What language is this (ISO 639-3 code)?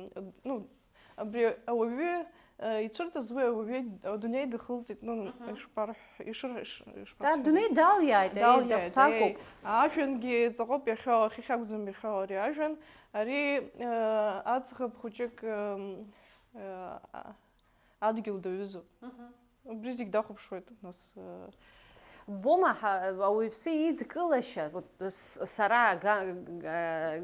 abk